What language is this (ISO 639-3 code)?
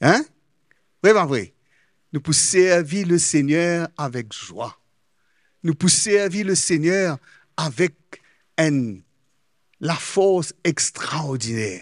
mfe